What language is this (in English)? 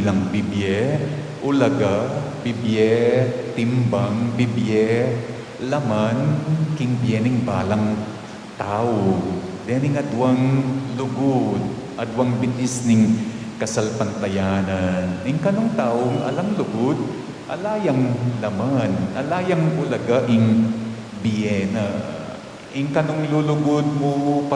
Pampanga